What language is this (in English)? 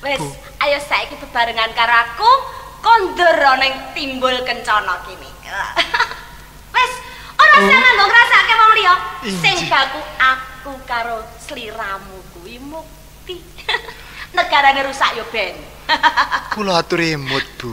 Javanese